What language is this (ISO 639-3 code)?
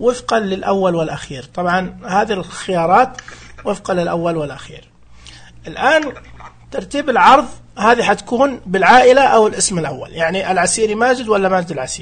ars